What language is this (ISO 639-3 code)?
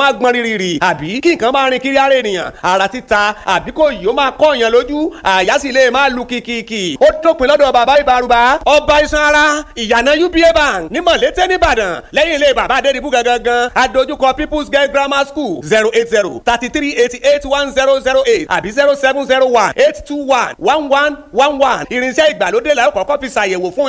yor